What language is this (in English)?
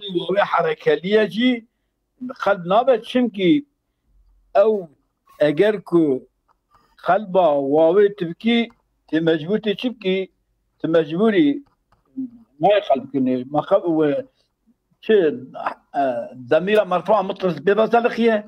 Kurdish